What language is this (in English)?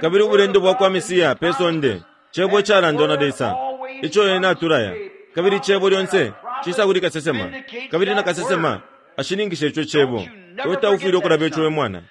Bemba